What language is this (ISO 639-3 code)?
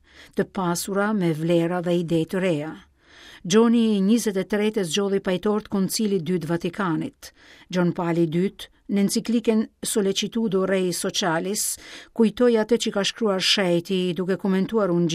sqi